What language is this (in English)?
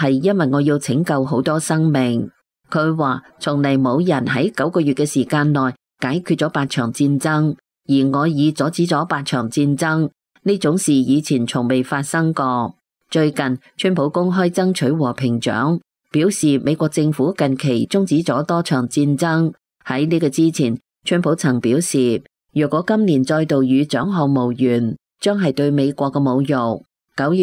Cantonese